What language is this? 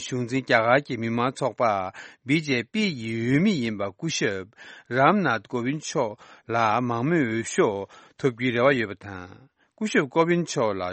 Tibetan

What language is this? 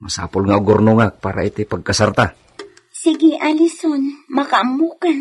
Iloko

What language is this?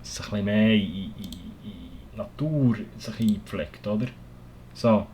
Swiss German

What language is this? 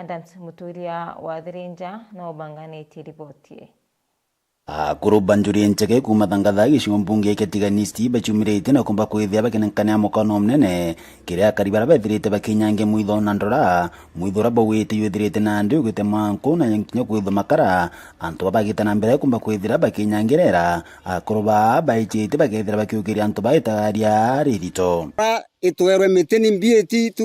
Meru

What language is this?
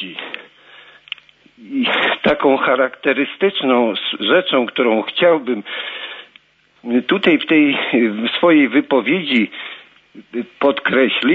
Polish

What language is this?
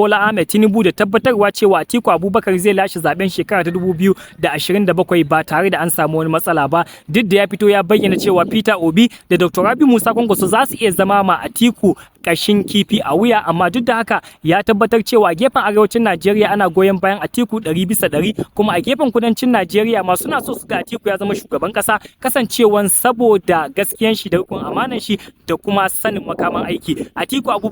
Hausa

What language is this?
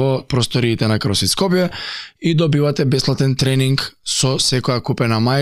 Macedonian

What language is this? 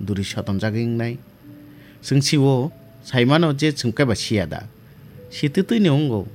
Kok Borok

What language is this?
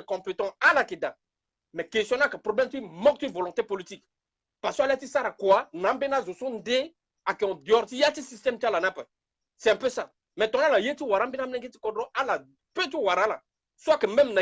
Sango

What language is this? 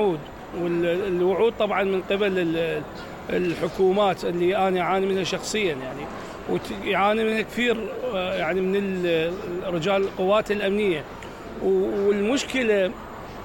Mesopotamian Arabic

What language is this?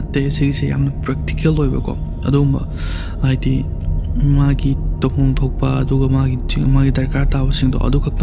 Manipuri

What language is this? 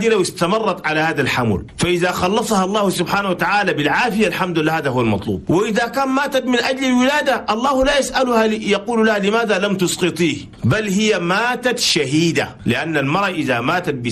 Chadian Arabic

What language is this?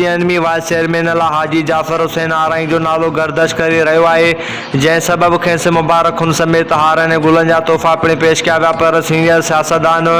Sindhi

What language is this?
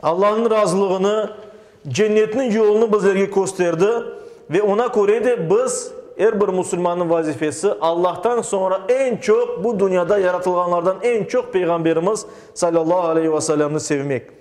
Crimean Tatar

